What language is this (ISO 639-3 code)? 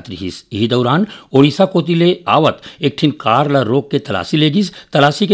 hne